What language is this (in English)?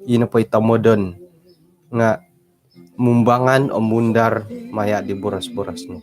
Central Dusun